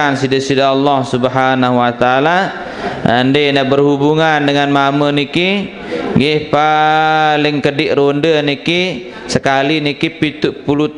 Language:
Sasak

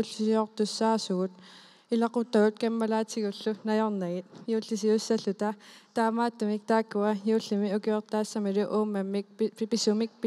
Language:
Kalaallisut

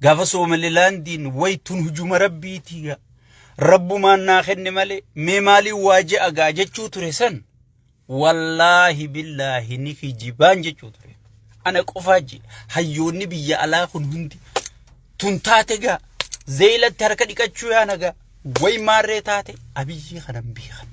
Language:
Oromo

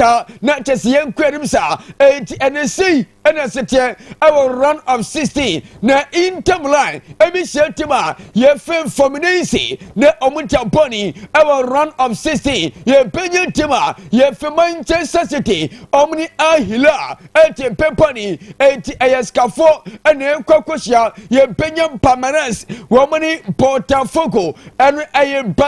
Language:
Akan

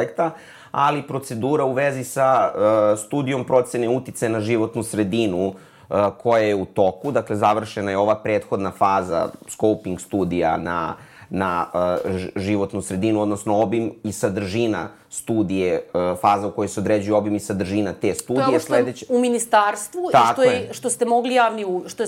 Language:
Serbian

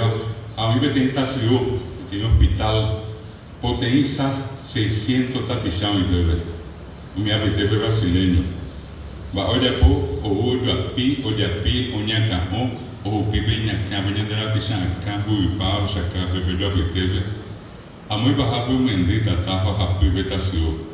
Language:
Guarani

